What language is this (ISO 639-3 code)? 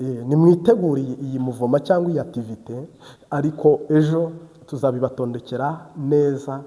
kin